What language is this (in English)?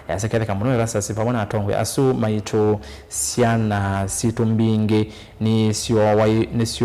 Kamba